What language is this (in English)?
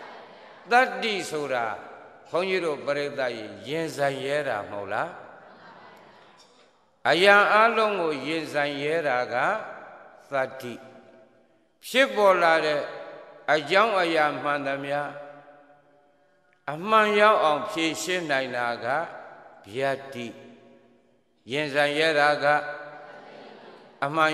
Burmese